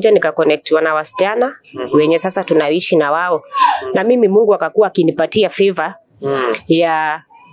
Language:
Swahili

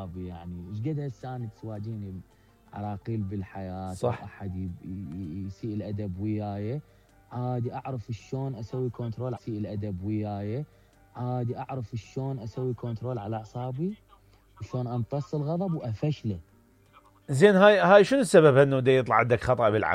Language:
Mesopotamian Arabic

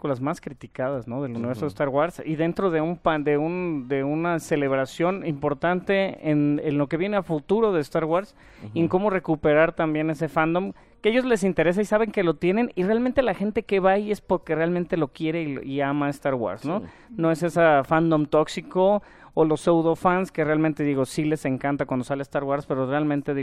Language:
Spanish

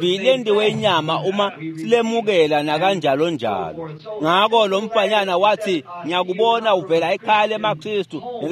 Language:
Swati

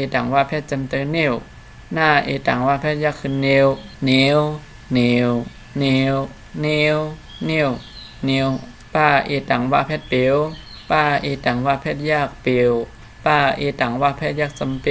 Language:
Shan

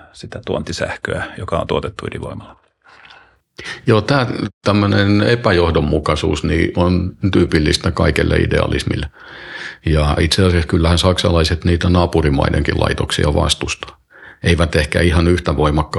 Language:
Finnish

